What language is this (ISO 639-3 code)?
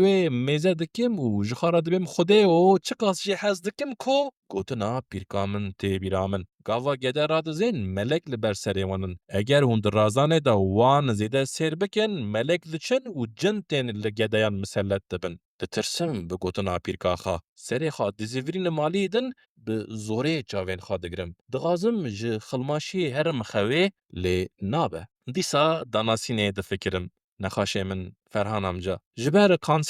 kur